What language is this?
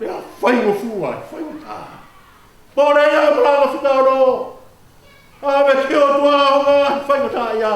Tongan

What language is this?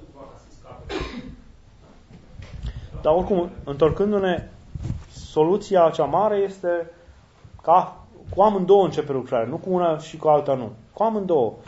Romanian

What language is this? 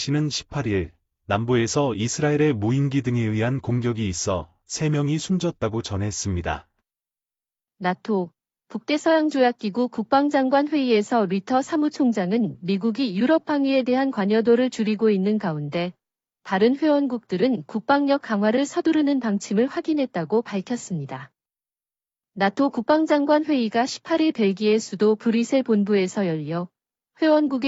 Korean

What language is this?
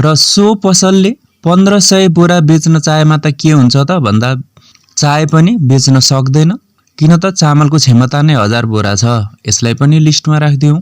Nepali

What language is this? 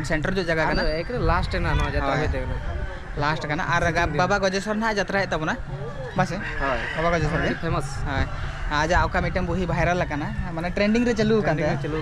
Santali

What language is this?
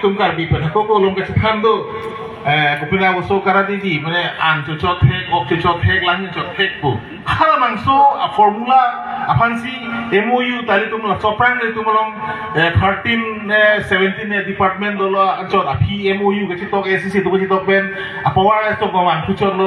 Karbi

